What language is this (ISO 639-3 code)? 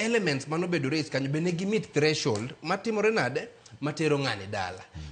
luo